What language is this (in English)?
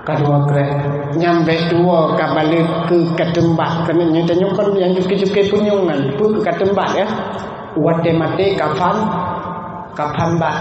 Achinese